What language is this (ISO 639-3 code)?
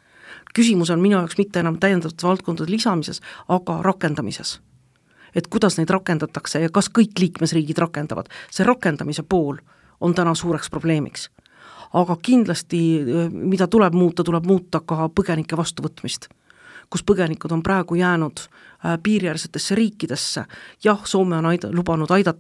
est